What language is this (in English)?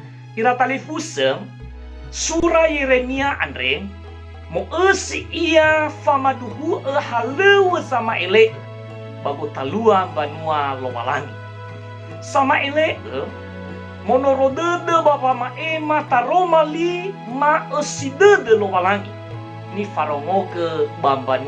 Nias